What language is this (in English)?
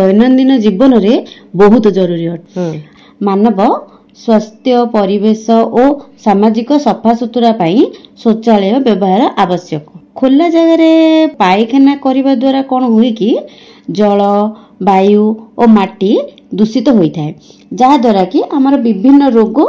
Odia